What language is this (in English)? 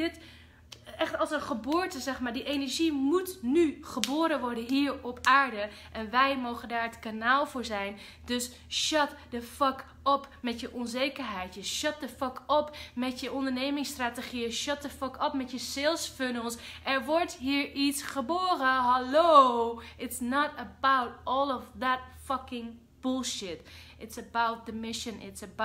Dutch